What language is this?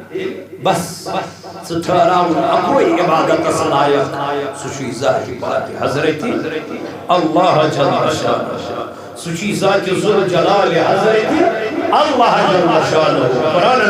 Kashmiri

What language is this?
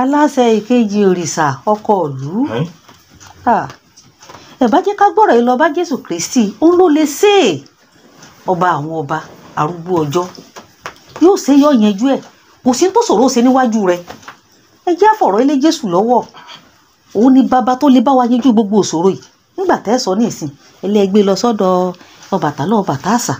Yoruba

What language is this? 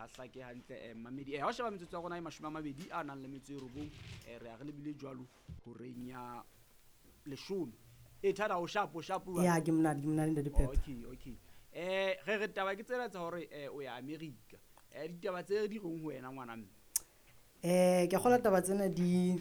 Southern Sotho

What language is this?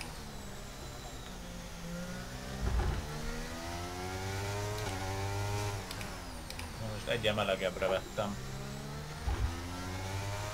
Hungarian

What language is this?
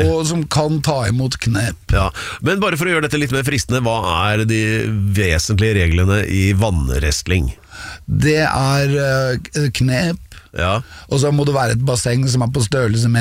Norwegian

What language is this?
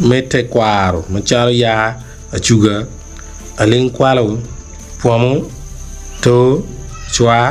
Acoli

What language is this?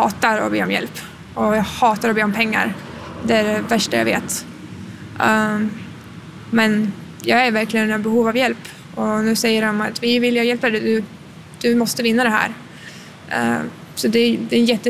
Swedish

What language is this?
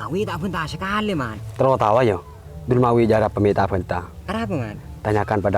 Madurese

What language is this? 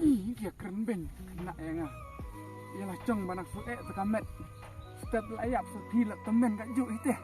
Khasi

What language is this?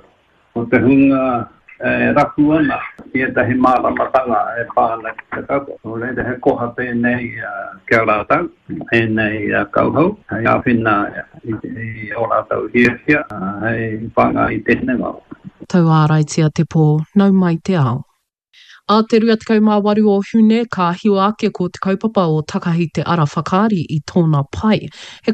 Māori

